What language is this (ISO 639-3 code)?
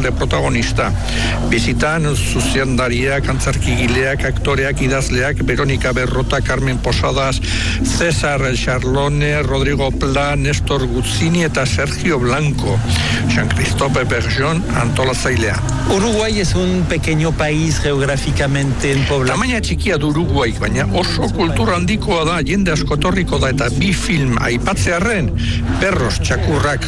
eus